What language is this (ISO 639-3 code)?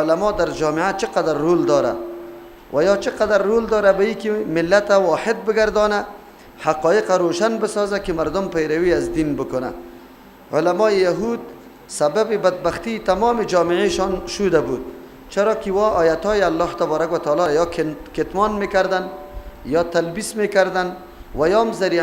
fas